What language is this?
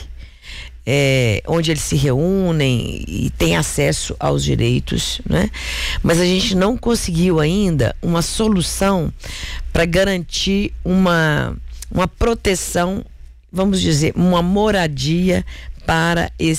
Portuguese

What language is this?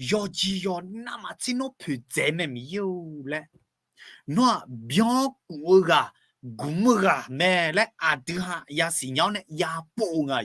Akha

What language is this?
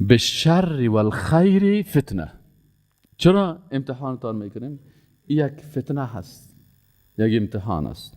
Persian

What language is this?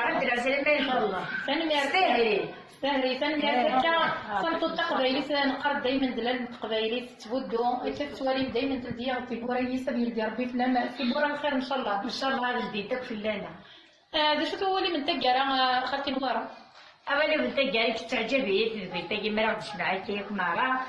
Kabyle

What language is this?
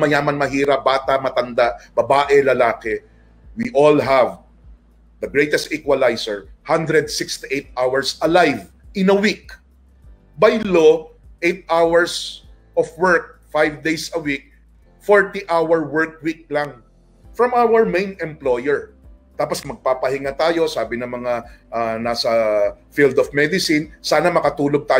Filipino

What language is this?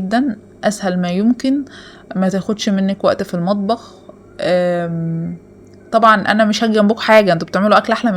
Egyptian Arabic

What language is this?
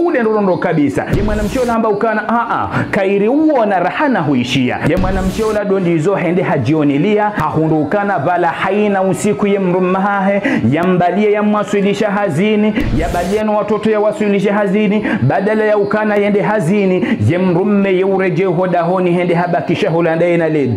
Ngazidja Comorian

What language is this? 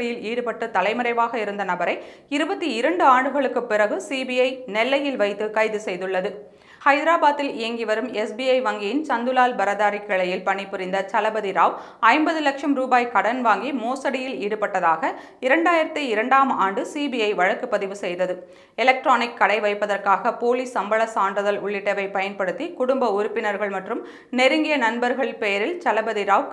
Tamil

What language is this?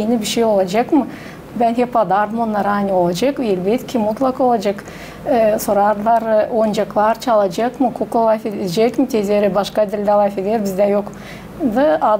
Gagauz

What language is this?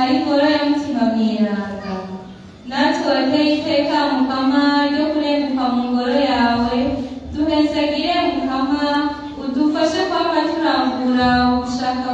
Rundi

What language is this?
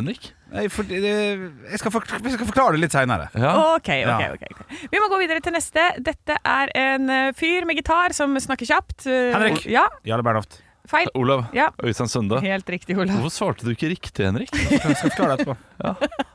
Norwegian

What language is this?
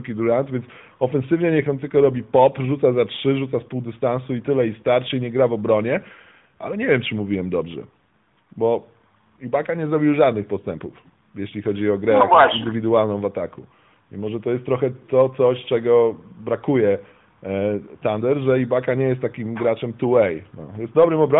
Polish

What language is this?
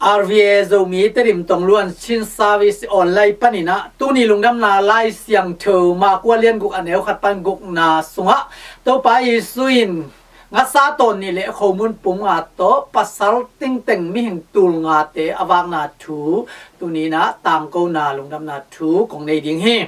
Tedim Chin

